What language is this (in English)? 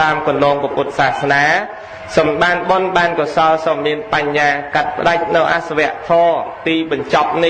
Khmer